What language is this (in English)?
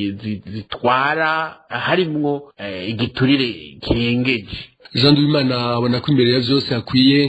Rundi